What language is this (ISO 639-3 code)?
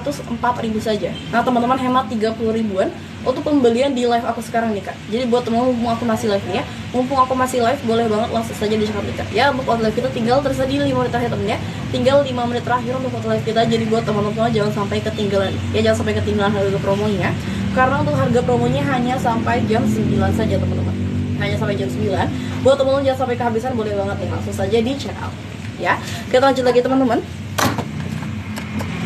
ind